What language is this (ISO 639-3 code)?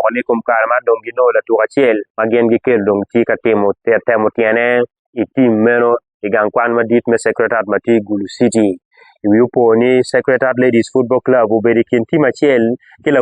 ach